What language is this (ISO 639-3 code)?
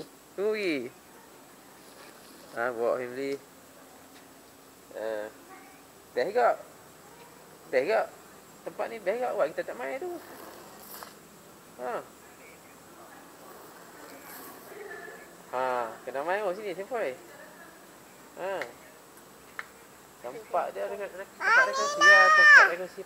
msa